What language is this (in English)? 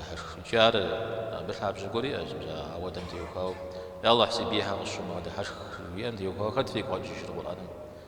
Kabardian